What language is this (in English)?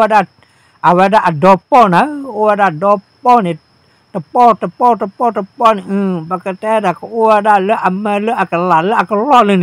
S'gaw Karen